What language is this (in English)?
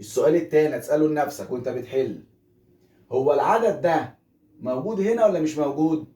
Egyptian Arabic